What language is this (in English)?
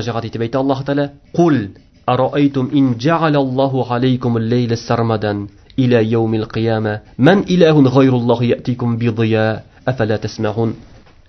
Tatar